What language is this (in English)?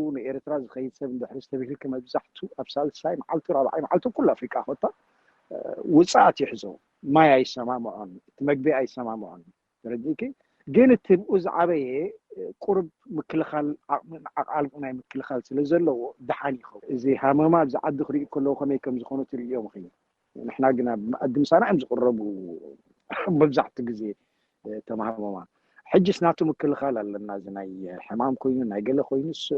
Tigrinya